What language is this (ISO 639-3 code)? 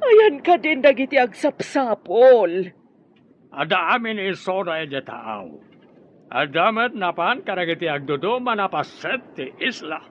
ilo